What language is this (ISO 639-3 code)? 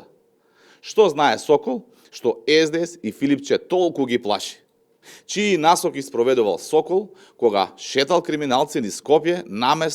mkd